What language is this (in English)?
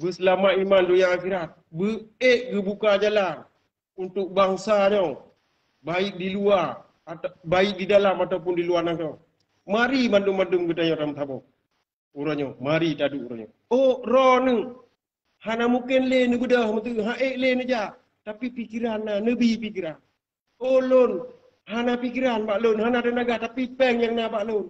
Achinese